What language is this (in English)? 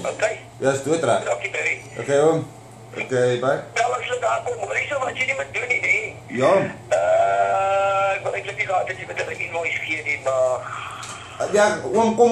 Afrikaans